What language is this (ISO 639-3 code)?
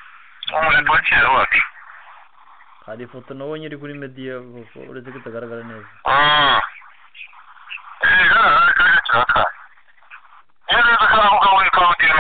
kin